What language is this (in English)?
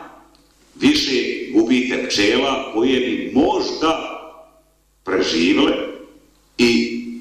Bosnian